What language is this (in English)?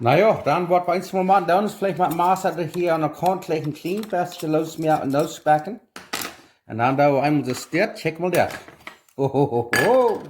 Plautdietsch